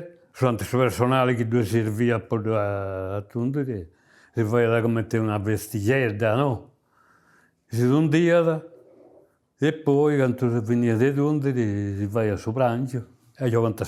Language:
Sardinian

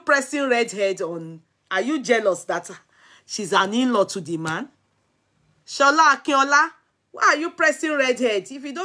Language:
Nigerian Pidgin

